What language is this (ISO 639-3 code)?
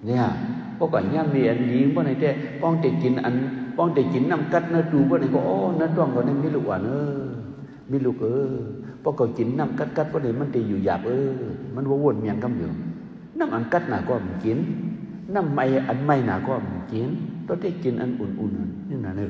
shn